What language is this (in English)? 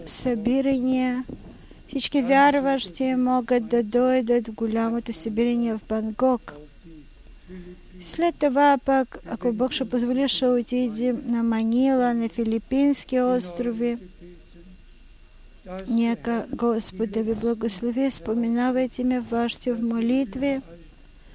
Bulgarian